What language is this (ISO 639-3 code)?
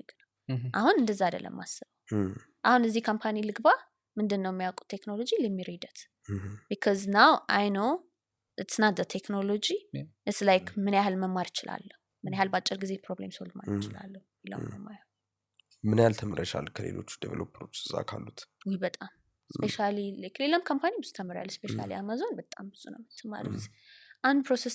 amh